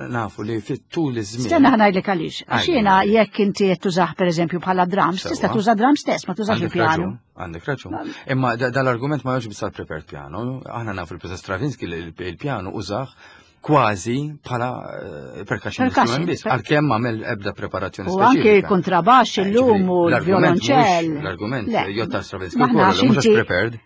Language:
Maltese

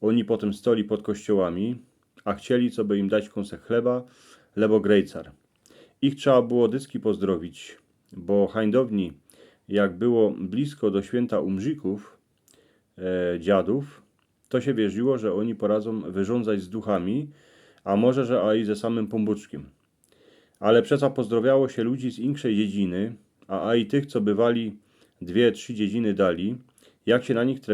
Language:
Silesian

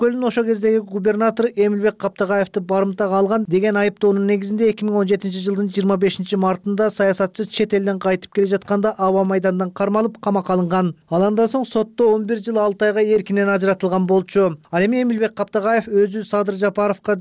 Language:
Kyrgyz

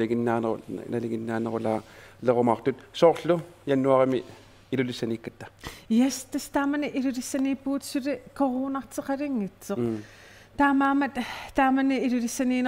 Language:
Kalaallisut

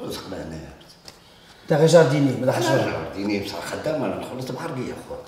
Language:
Algerian Arabic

